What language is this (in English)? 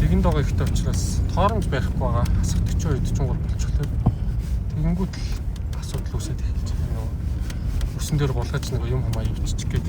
Mongolian